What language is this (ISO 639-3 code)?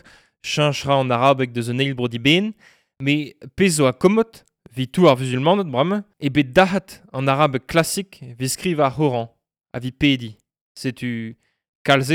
bre